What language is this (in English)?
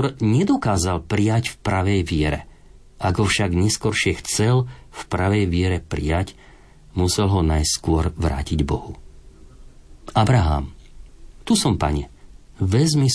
Slovak